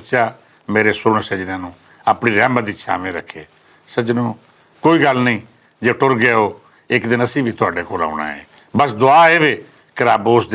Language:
Western Panjabi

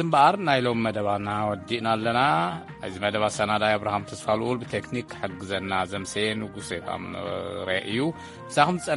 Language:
Tigrinya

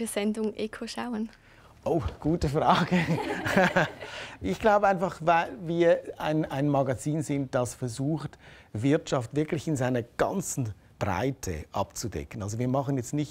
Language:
Swiss German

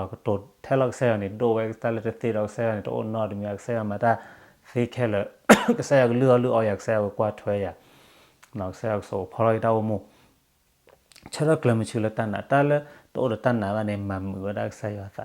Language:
S'gaw Karen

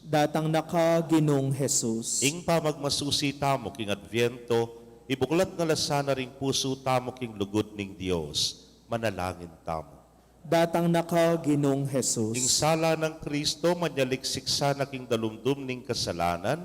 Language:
Pampanga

